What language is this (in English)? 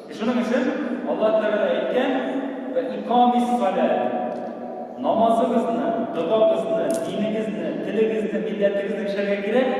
Tatar